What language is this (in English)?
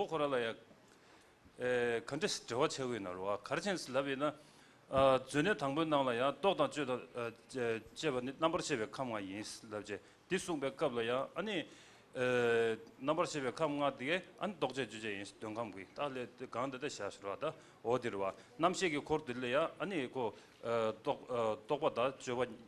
Tibetan